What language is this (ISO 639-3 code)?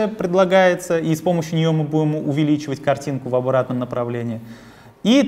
rus